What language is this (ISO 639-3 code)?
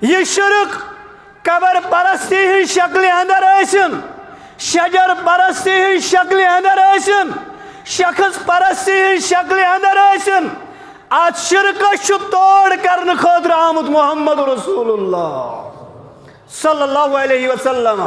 kas